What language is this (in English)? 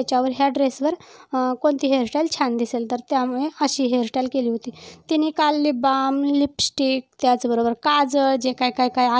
Marathi